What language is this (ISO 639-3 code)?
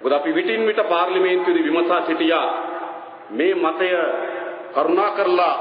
sin